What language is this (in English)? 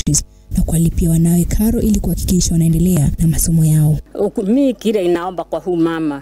Swahili